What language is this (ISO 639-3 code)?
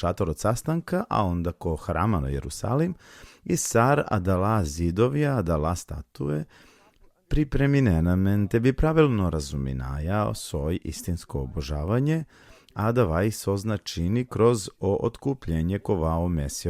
rmn